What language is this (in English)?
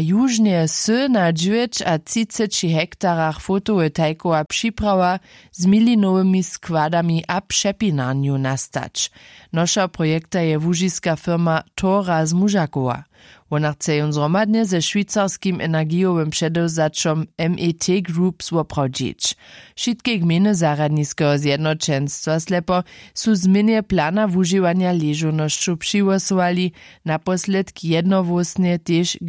Upper Sorbian